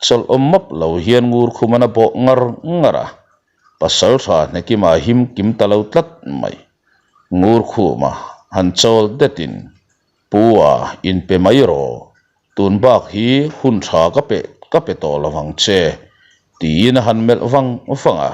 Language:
Mizo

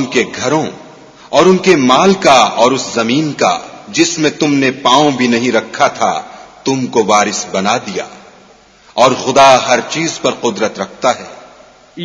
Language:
Urdu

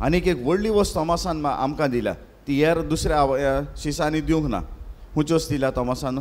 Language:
Konkani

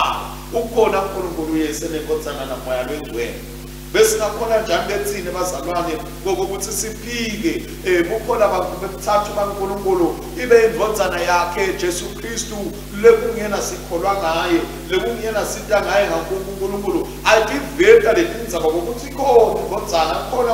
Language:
Swati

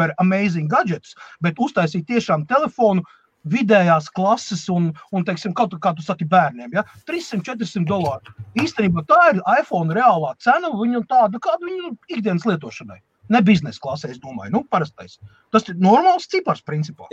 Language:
Latvian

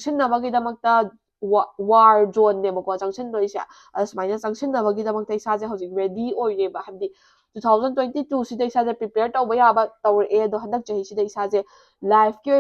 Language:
Manipuri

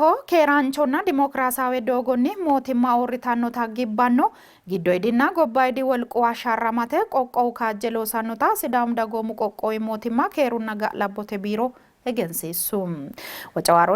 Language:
Sidamo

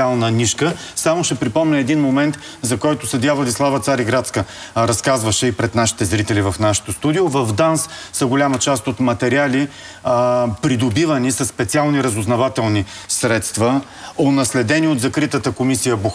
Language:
Bulgarian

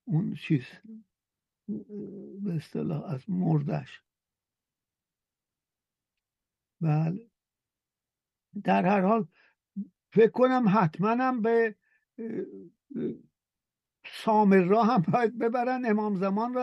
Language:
Persian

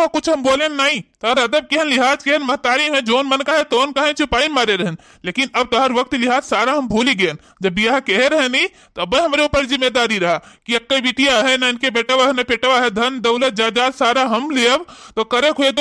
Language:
Awadhi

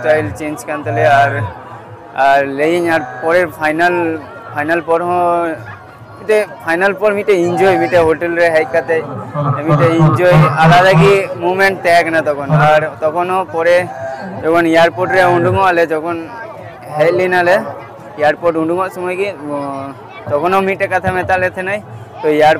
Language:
Santali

